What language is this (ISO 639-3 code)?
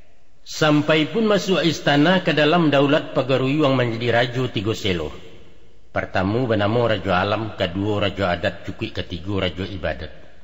min